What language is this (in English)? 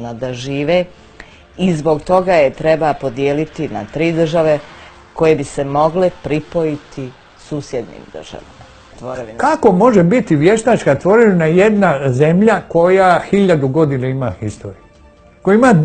Bosnian